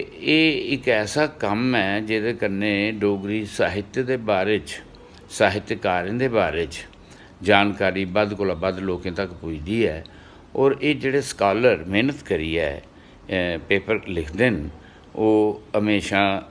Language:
Dogri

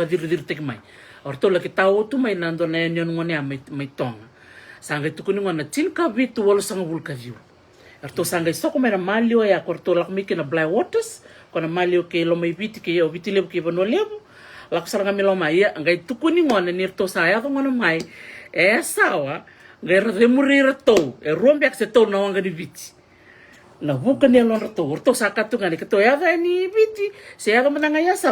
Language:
Fijian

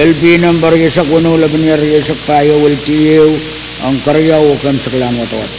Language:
Pohnpeian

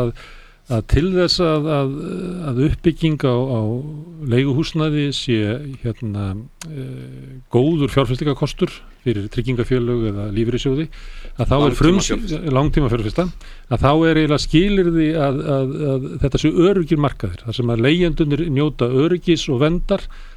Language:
Icelandic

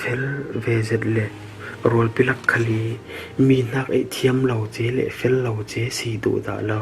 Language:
Falam Chin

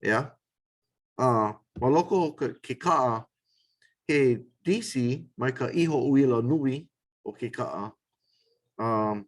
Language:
Hawaiian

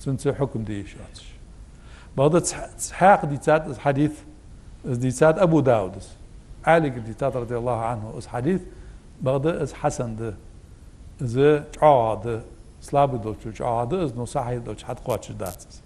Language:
Ingush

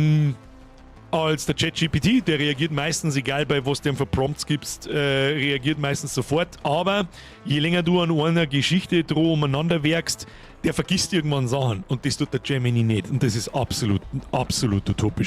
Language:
Bavarian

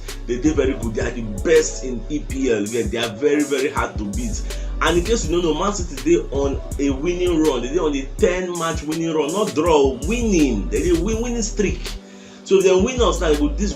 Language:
Nigerian Pidgin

